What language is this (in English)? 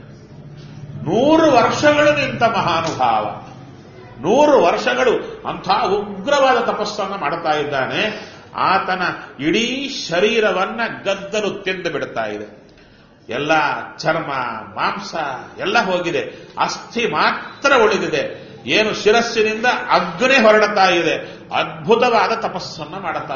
Kannada